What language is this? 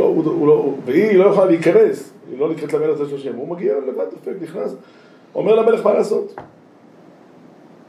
Hebrew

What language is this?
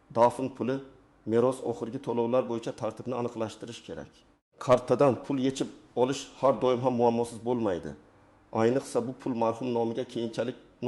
Uzbek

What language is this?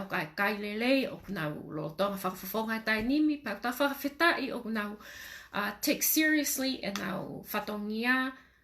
Tongan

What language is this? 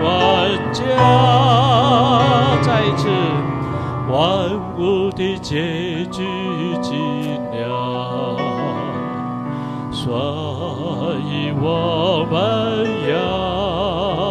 Chinese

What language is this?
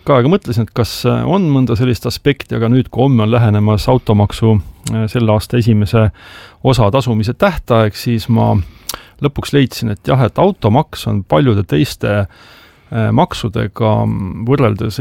Estonian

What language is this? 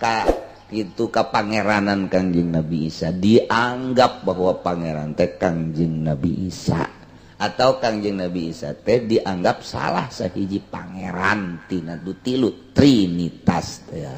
Sundanese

